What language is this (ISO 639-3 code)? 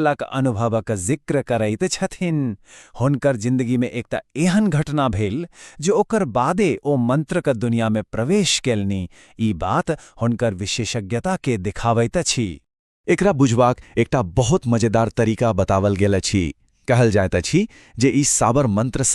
mai